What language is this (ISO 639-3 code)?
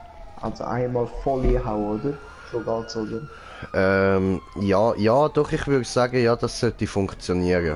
gsw